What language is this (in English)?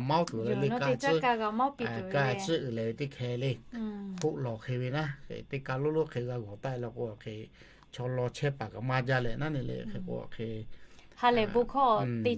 Lahu